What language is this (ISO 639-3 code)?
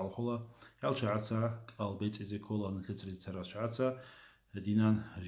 ava